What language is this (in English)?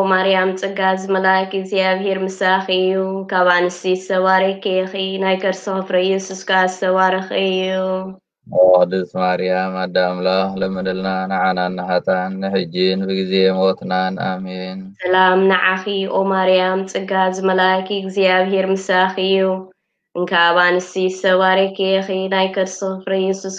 Tigrinya